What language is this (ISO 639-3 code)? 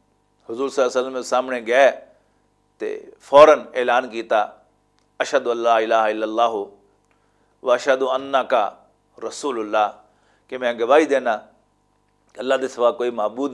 lah